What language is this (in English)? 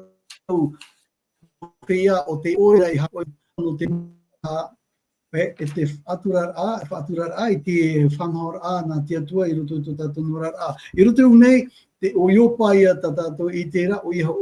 Tahitian